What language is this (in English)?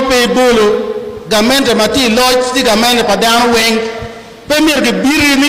Acoli